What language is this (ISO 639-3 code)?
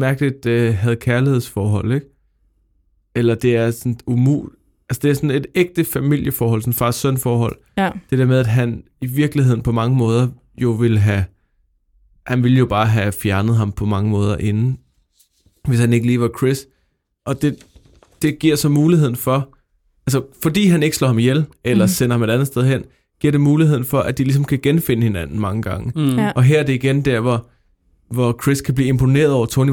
dan